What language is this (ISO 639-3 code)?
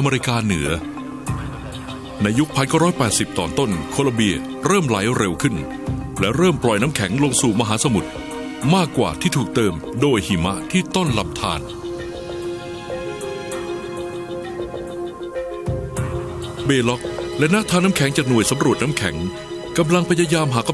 tha